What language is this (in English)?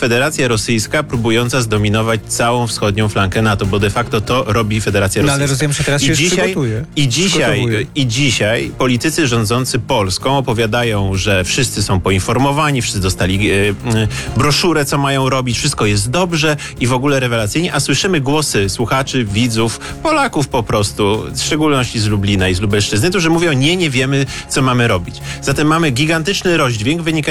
Polish